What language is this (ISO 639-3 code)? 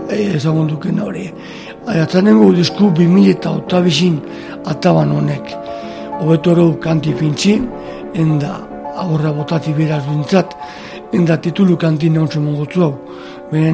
eus